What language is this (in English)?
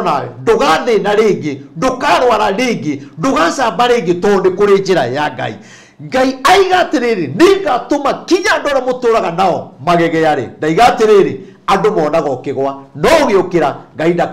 Kikuyu